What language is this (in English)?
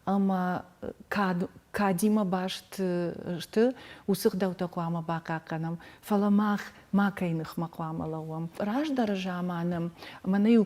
Ossetic